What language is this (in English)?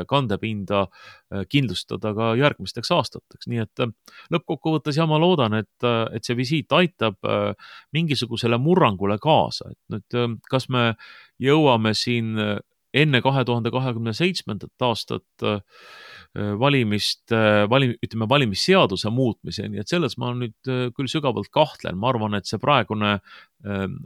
Estonian